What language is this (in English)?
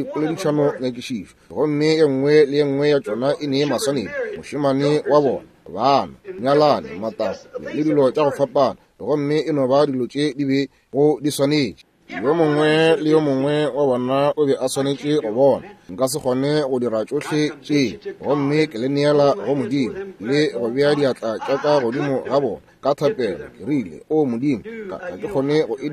Northern Sotho